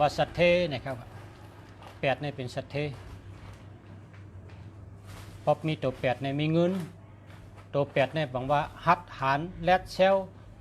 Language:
Shan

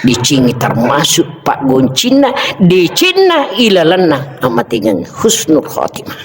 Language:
Buginese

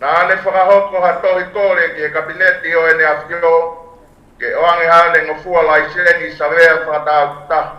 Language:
Tongan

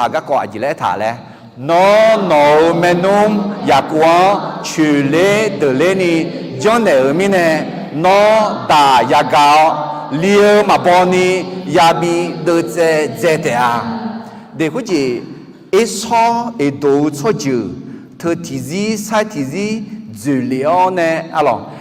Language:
Akha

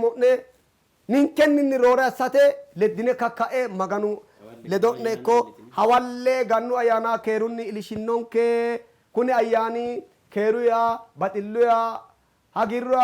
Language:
Sidamo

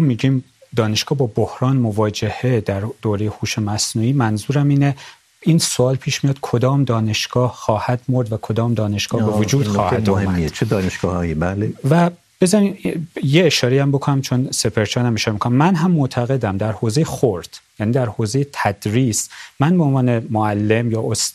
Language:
Persian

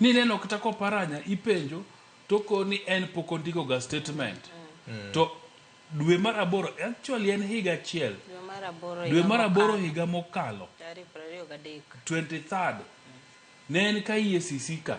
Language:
Luo (Kenya and Tanzania)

